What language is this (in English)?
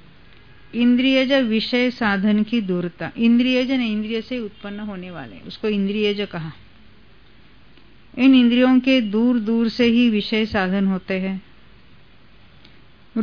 Hindi